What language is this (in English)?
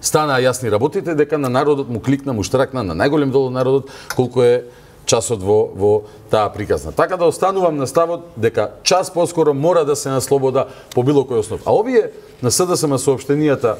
Macedonian